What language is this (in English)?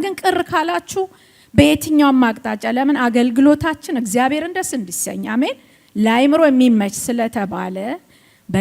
Amharic